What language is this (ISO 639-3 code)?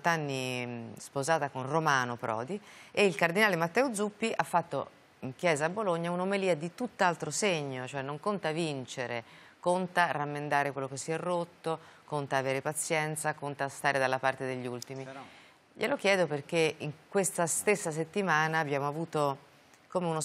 ita